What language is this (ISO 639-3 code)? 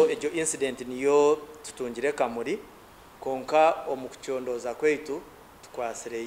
nyn